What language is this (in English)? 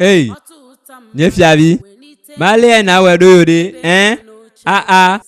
Ewe